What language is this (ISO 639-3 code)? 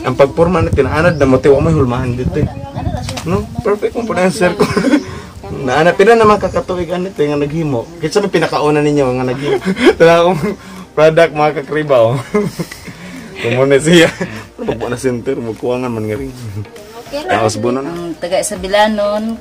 ceb